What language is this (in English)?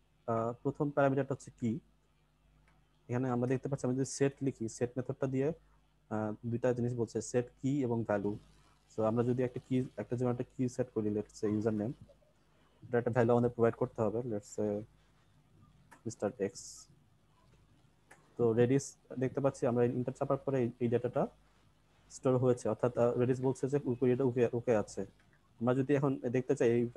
Bangla